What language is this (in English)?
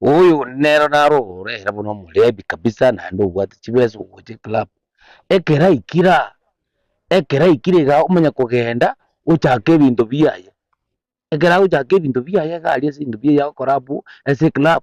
Gusii